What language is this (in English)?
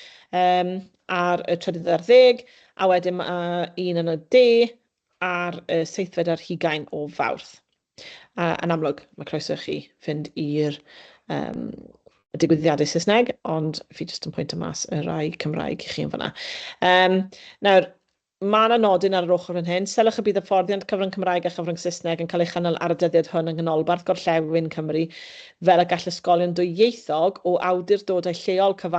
Welsh